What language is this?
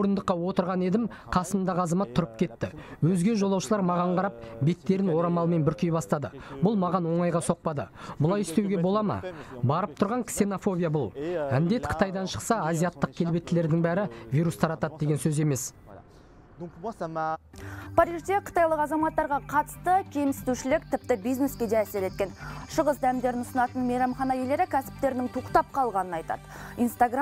Kazakh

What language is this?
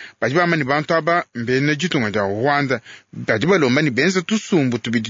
Luba-Lulua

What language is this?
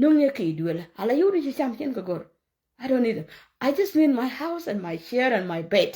Nuer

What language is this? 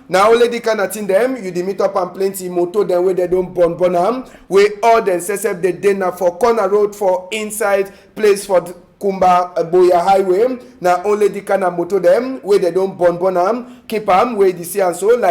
Cameroon Pidgin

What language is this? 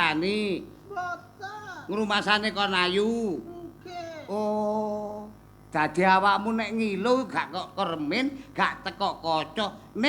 Javanese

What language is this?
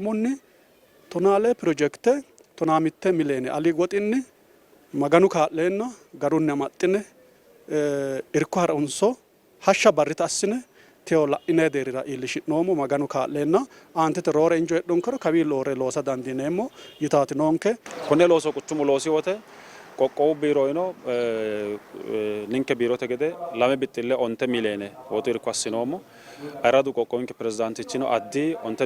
Sidamo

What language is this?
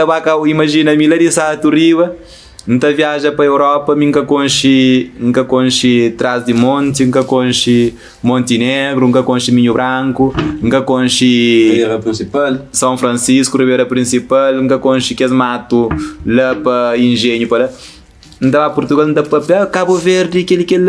Kabuverdianu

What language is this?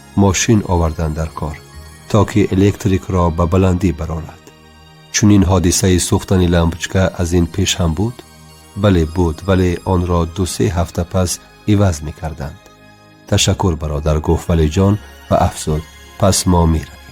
Tajik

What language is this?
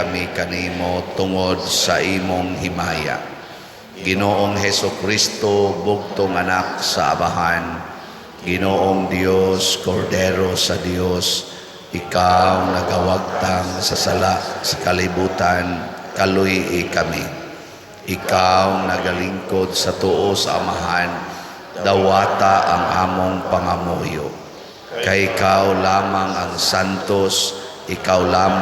Cebuano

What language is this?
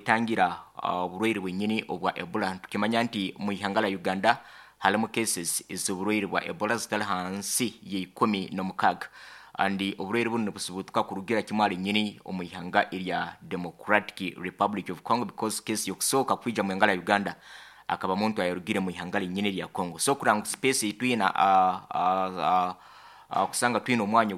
Nyoro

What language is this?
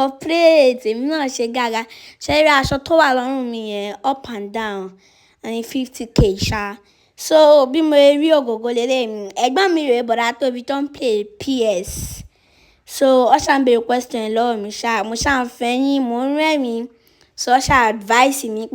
Yoruba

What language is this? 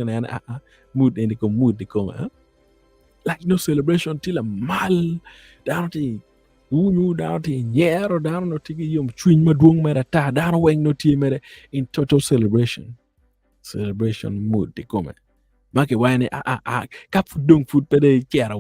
Acoli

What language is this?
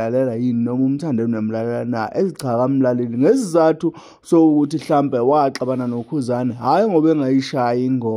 Zulu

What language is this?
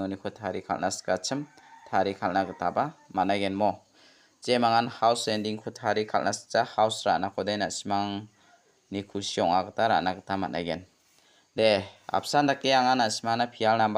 Garo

